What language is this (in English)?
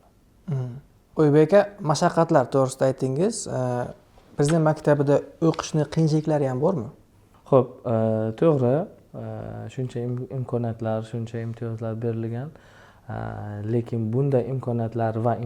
Uzbek